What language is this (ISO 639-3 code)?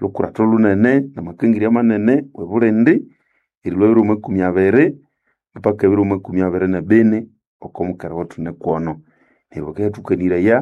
nnb